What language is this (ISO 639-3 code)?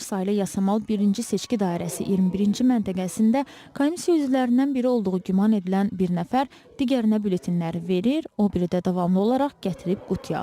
aze